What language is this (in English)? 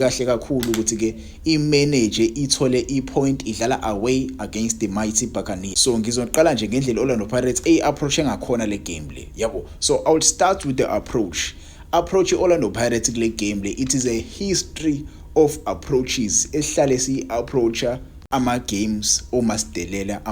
Zulu